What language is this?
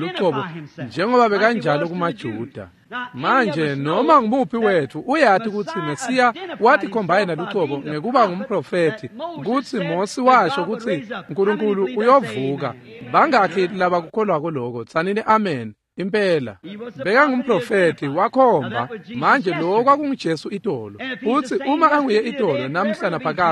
Swati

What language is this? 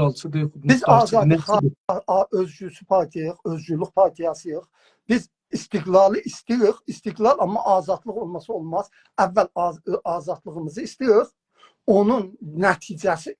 South Azerbaijani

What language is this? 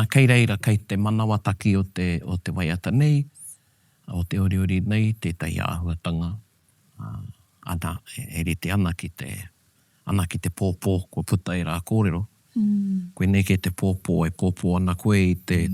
Māori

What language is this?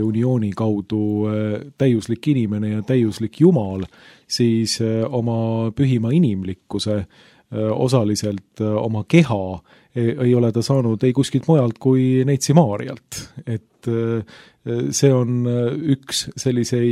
Estonian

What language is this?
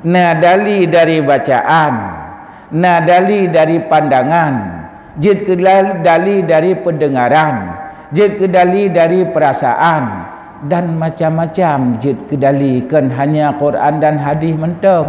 Achinese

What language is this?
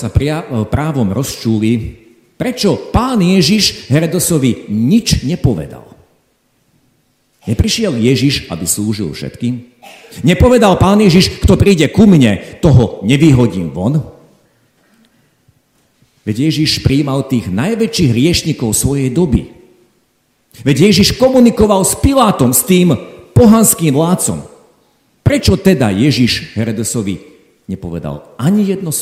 Slovak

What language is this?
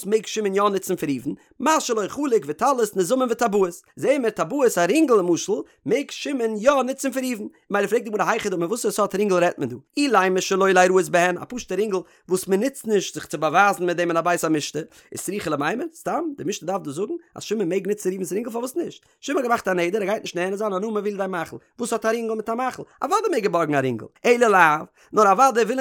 Yiddish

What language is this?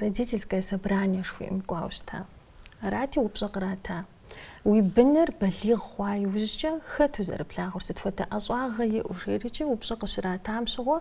Kabardian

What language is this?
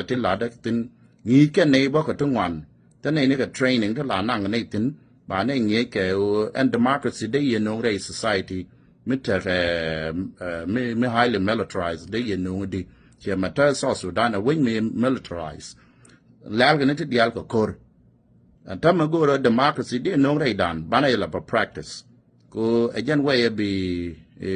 Nuer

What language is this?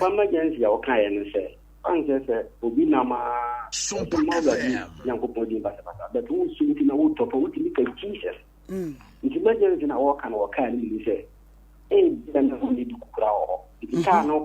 Akan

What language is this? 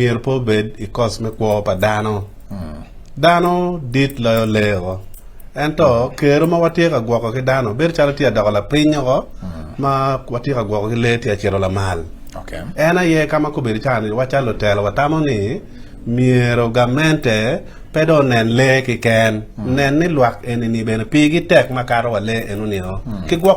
Acoli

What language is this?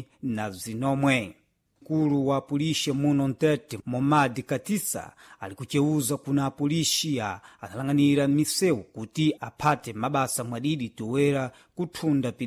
Sena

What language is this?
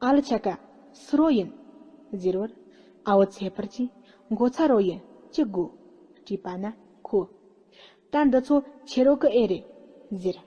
Tibetan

